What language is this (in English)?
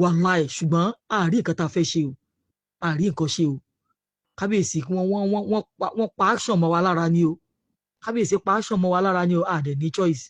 Yoruba